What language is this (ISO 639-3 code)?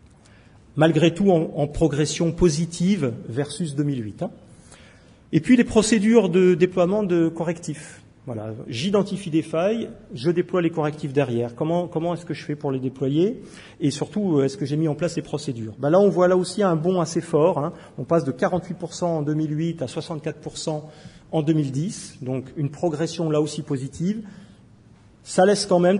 fra